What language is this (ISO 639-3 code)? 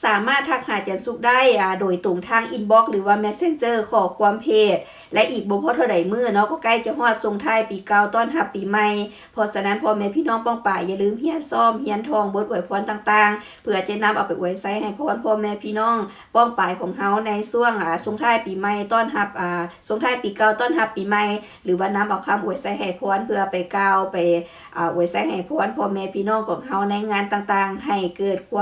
lao